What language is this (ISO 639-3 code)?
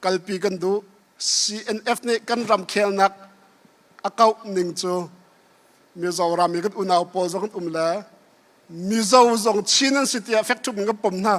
cnh